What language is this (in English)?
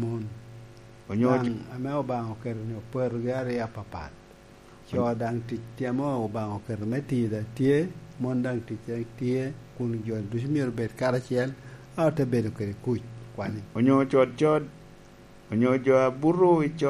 Lango (Uganda)